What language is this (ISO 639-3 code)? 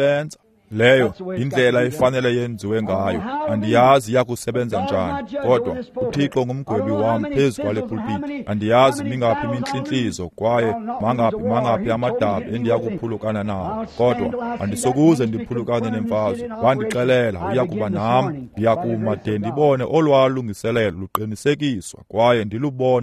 xho